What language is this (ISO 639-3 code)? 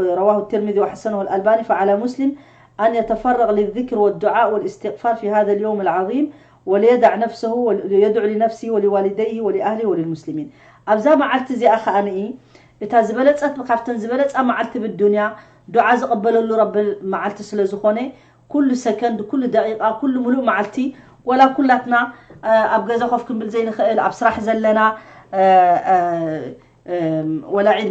tir